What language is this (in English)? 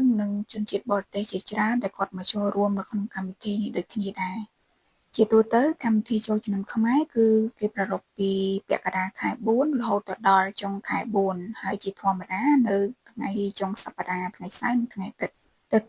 Khmer